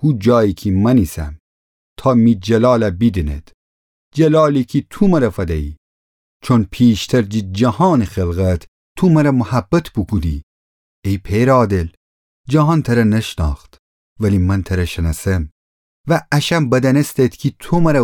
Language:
Gilaki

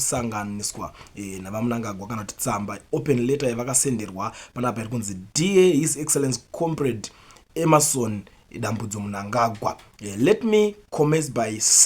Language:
Shona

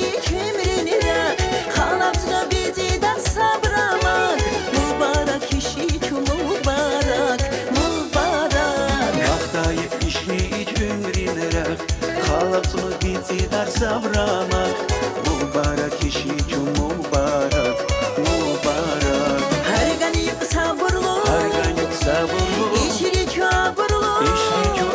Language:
Tabassaran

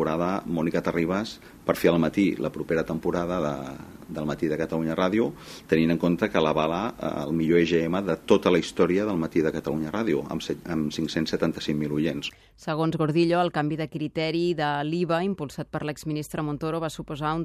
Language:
Catalan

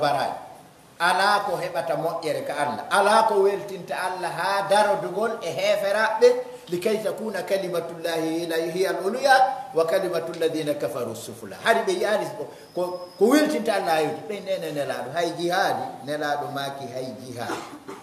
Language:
Pular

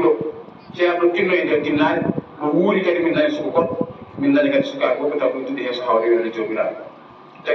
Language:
Fula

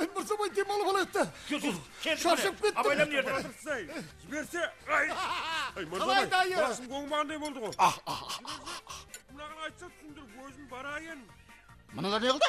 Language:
Kara-Kalpak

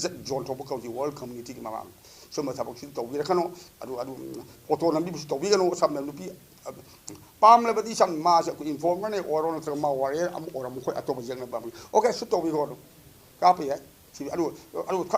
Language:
Manipuri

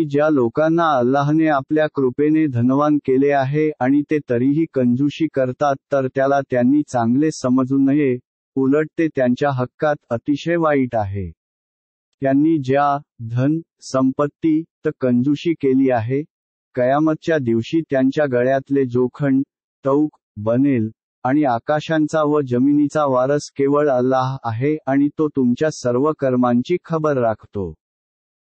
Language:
Marathi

